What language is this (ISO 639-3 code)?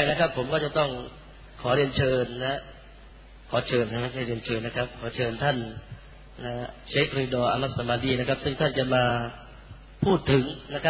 tha